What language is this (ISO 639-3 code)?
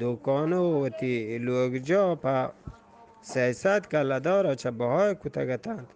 bgp